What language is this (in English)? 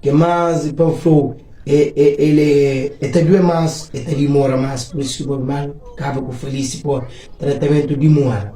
Kabuverdianu